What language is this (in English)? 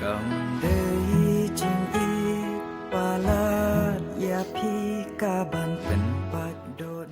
Khasi